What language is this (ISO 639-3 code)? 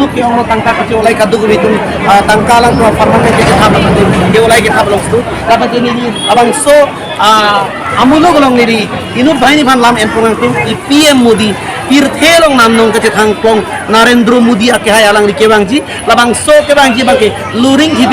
mjw